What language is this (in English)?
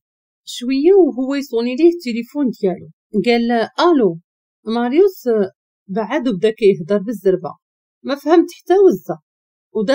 Moroccan Arabic